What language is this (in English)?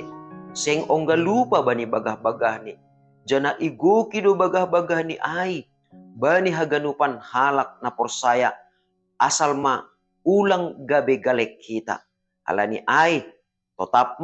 Batak Simalungun